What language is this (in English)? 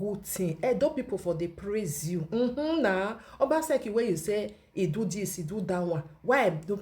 Nigerian Pidgin